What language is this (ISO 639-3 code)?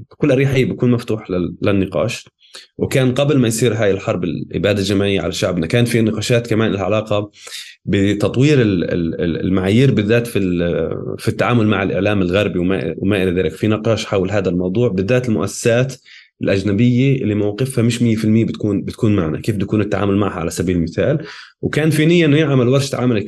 apc